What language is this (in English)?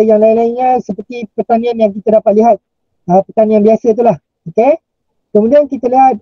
Malay